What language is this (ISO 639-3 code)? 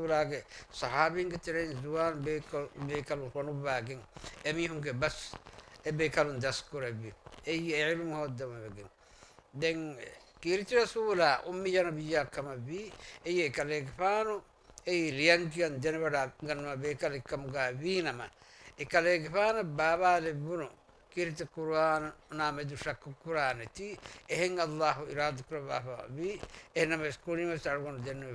div